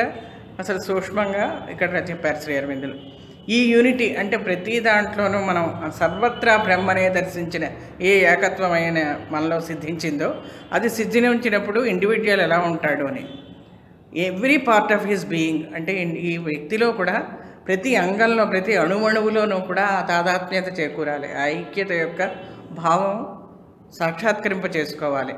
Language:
Telugu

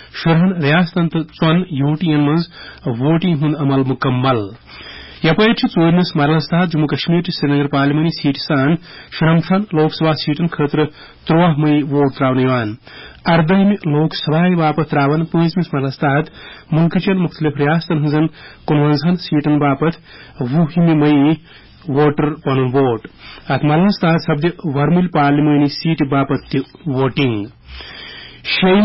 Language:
Kashmiri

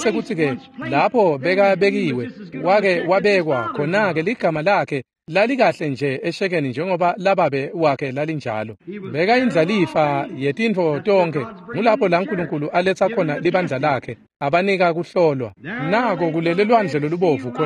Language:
Swati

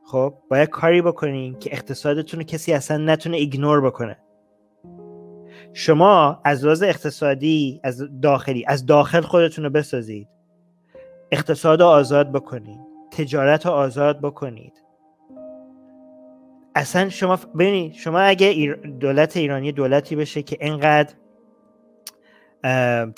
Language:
Persian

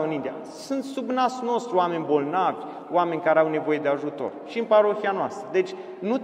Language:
Romanian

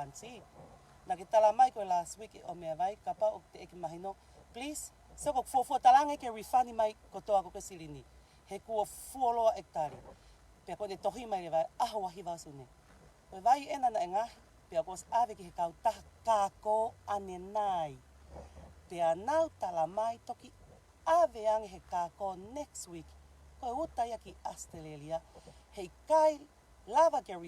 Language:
Tongan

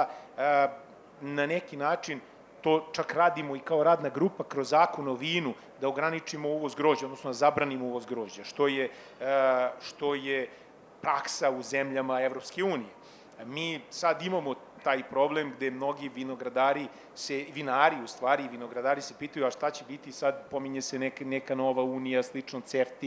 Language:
Serbian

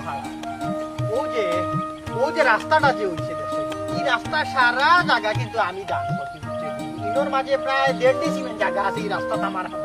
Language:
Sylheti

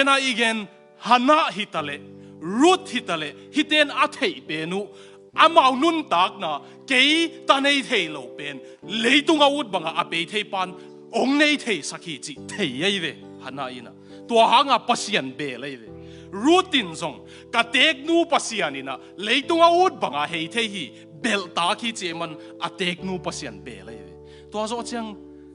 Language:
Tedim Chin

